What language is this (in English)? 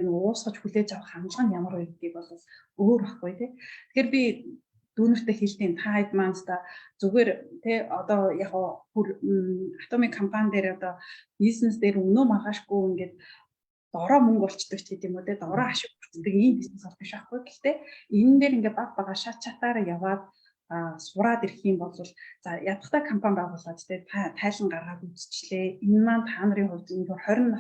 Mongolian